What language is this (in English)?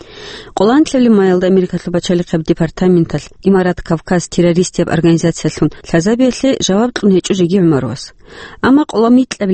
Avaric